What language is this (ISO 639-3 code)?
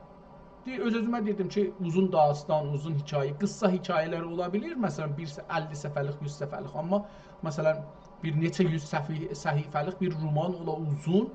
azb